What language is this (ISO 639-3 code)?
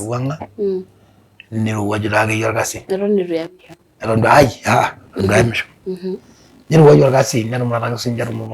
mas